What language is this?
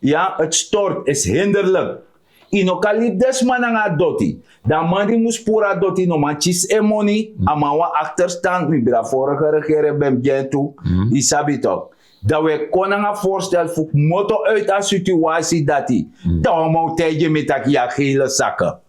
Sranan Tongo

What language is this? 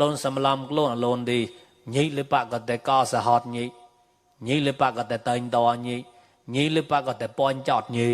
Mon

